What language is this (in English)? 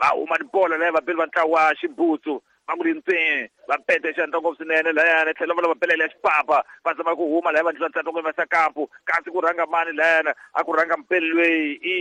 Tsonga